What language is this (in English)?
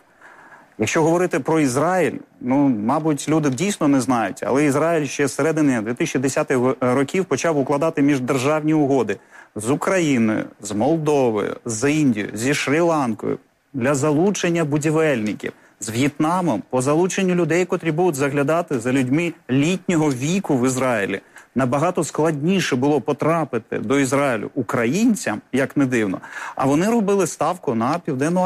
Ukrainian